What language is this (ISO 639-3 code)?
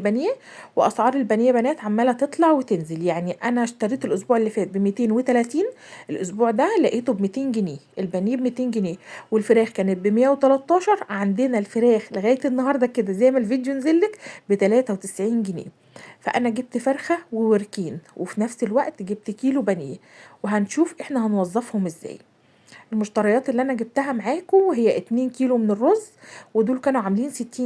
arz